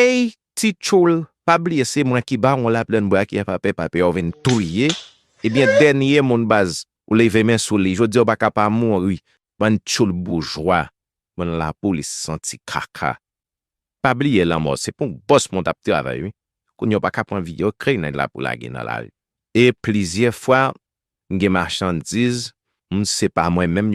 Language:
Haitian Creole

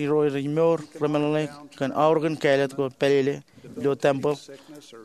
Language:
Marshallese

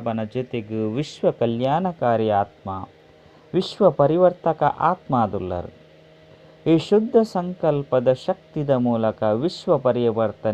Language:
Tulu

